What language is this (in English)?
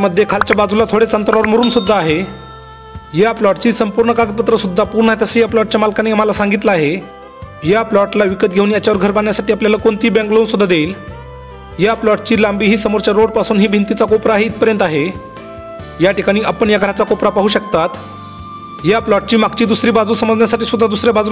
Marathi